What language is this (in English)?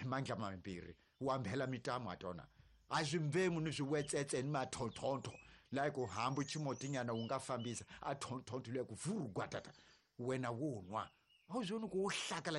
Tsonga